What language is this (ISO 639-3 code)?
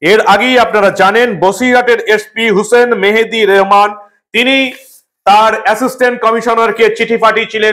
ben